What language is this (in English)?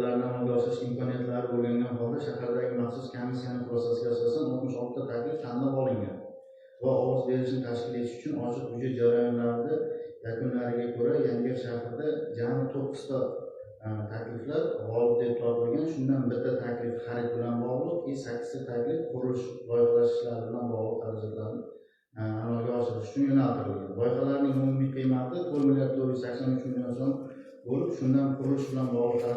Uzbek